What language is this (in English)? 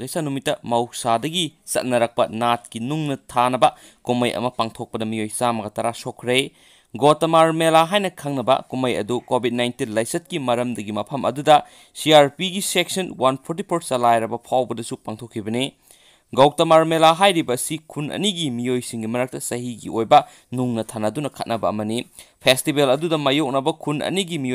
Manipuri